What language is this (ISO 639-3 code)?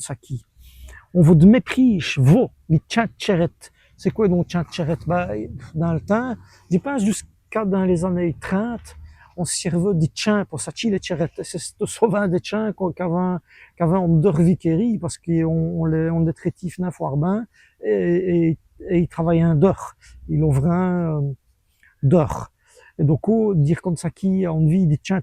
wln